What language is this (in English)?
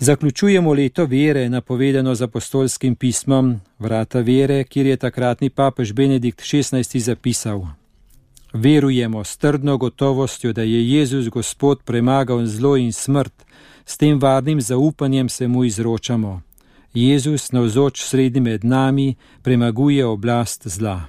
Slovenian